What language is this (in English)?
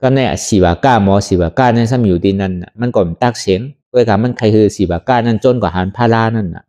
Shan